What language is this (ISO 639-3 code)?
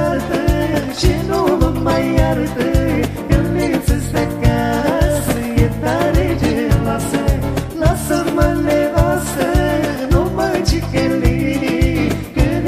ron